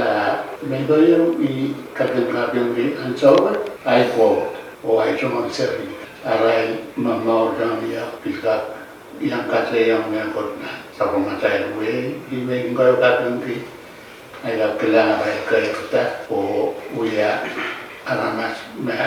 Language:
Pohnpeian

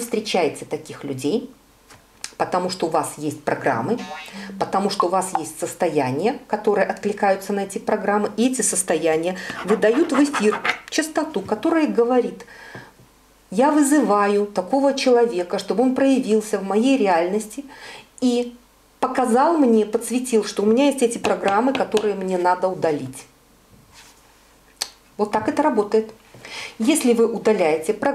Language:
Russian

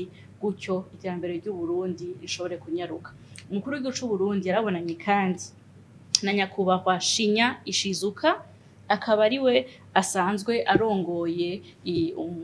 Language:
Rundi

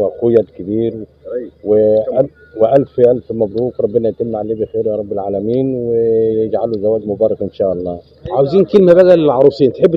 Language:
Egyptian Arabic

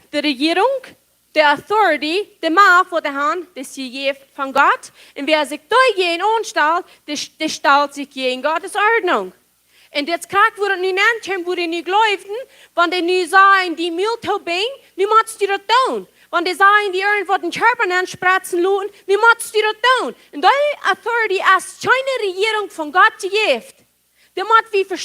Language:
Plautdietsch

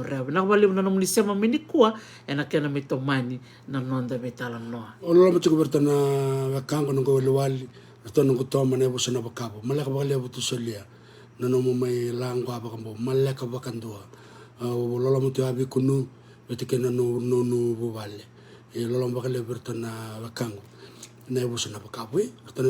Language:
Fijian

